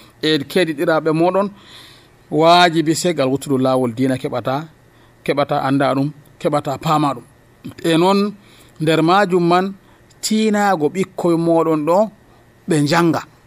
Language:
Nigerian Fulfulde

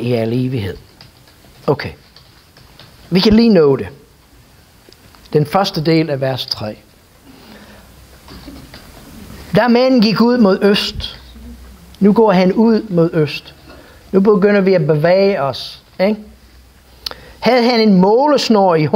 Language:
Danish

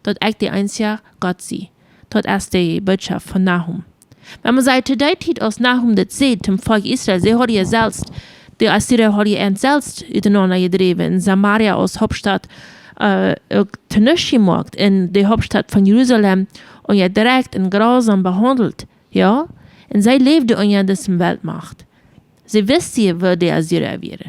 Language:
Plautdietsch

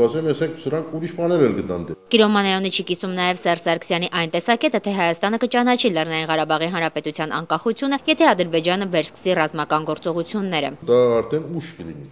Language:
Armenian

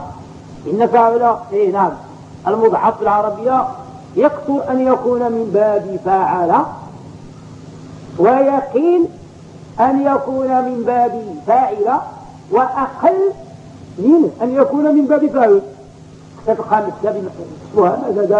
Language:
Arabic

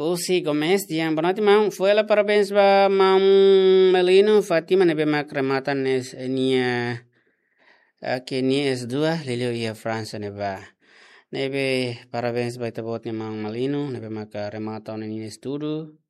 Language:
Tetum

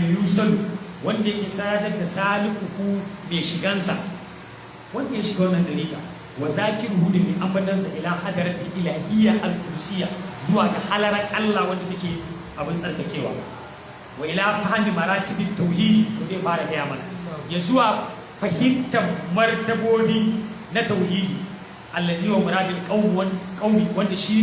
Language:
Hausa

